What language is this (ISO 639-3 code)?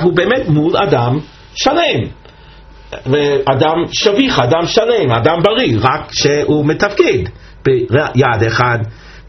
heb